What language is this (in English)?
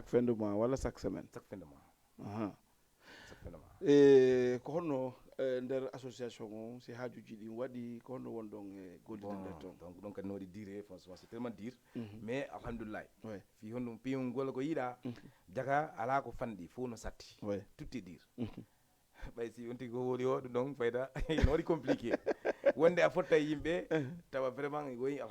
Fula